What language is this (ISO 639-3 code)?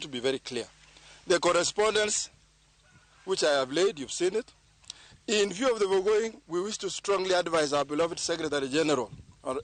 luo